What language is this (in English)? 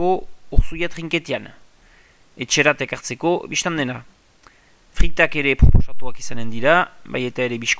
Basque